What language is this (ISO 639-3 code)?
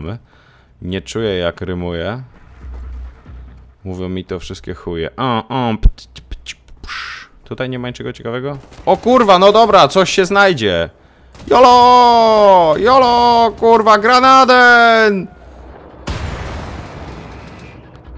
pol